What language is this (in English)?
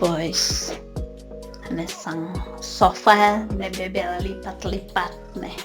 Tetum